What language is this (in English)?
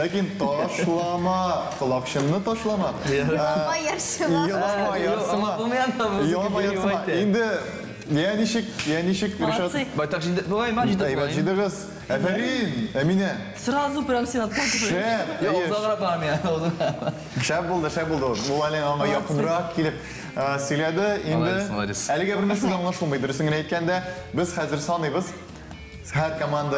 Tatar